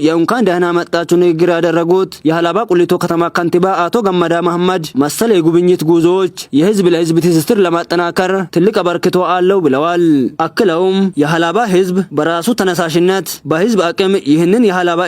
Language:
Amharic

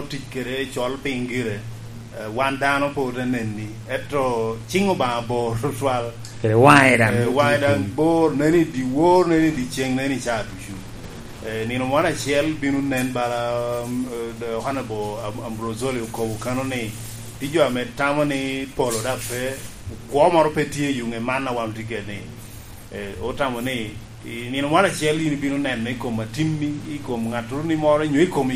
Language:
Lango (Uganda)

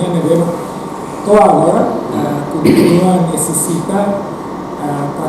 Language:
Tetum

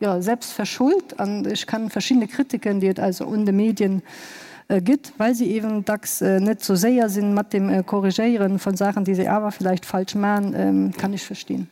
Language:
Luxembourgish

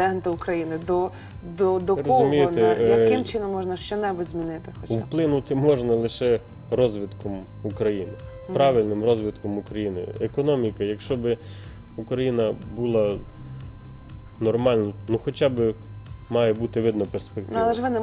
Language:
Ukrainian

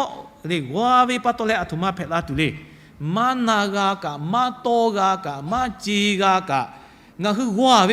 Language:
Lahu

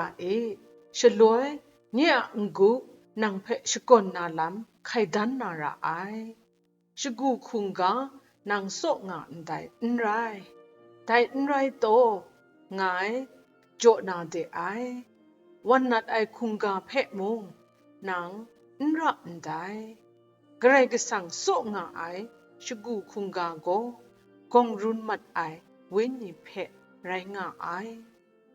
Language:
Kachin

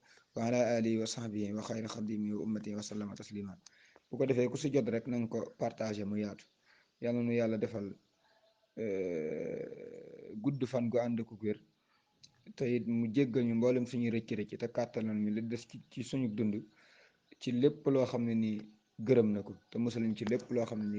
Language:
Wolof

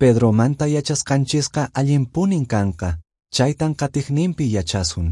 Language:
Quechua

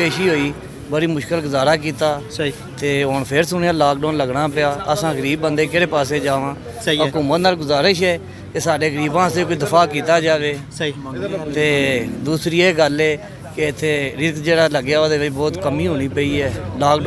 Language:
Pahari-Potwari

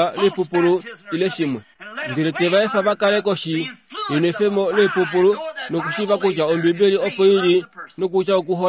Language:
Kuanyama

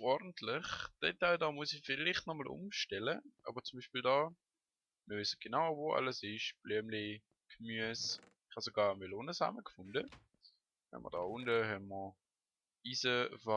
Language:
Swiss German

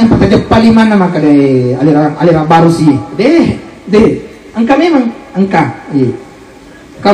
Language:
Buginese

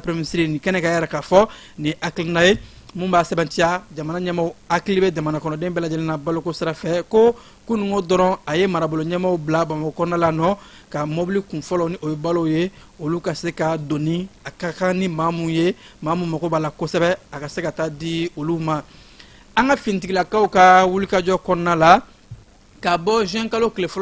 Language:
Bambara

